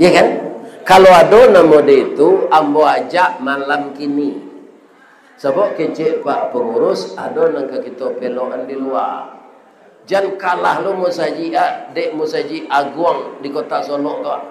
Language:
Minangkabau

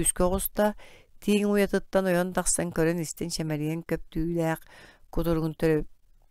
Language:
Yakut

